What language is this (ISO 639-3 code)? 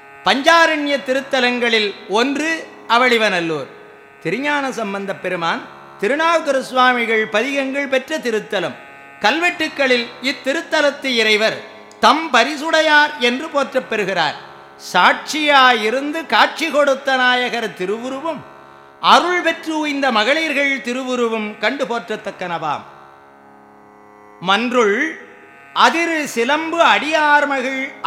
tam